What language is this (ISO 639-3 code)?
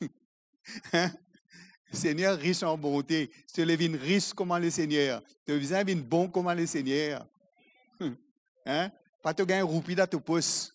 mfe